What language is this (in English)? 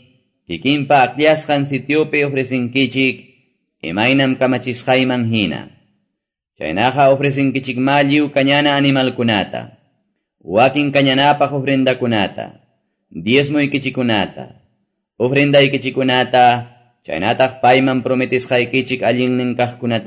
Quechua